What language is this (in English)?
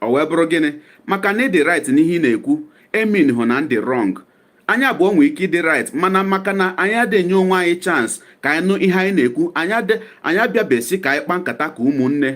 Igbo